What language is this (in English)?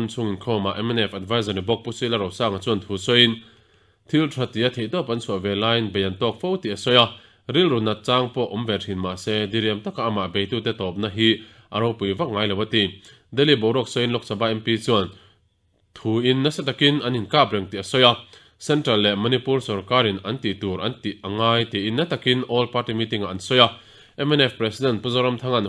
Mizo